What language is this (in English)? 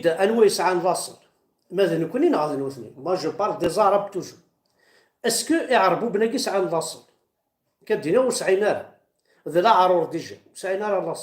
Kabyle